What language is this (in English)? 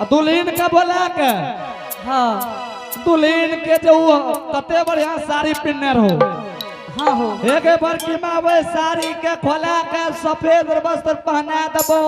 Angika